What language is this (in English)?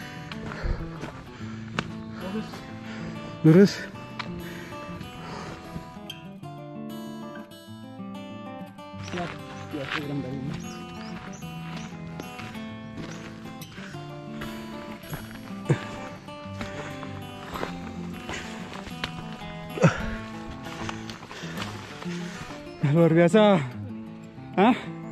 Indonesian